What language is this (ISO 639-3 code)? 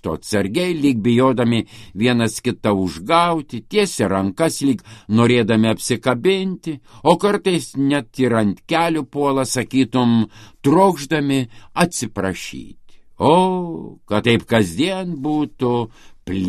lit